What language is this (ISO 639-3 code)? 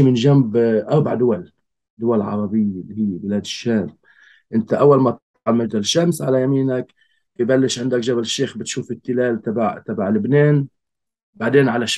apc